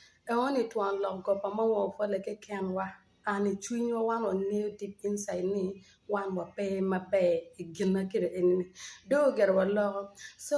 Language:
Acoli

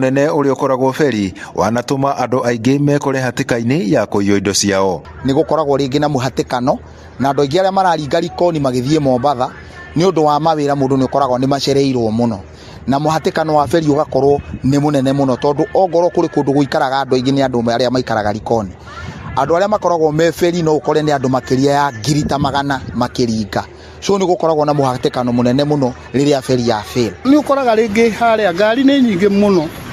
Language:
Kikuyu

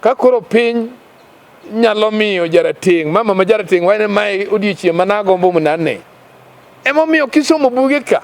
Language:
Luo (Kenya and Tanzania)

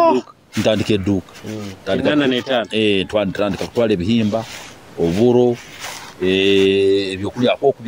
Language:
Nyoro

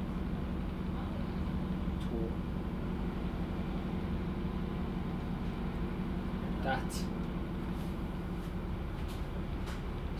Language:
English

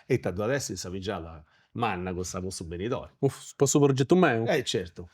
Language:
Sardinian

